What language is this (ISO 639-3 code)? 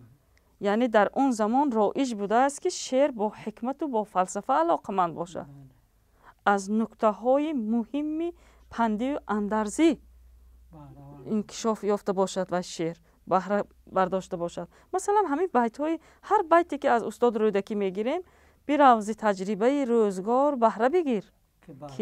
tgk